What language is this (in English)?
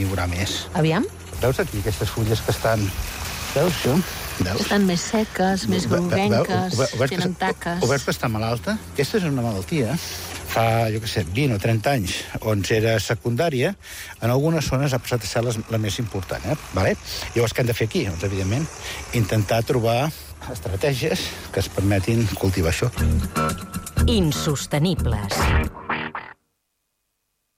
Catalan